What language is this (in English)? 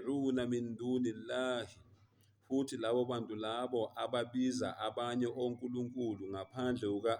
Zulu